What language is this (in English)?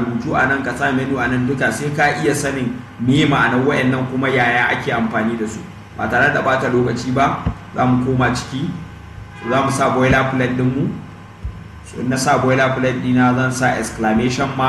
Hausa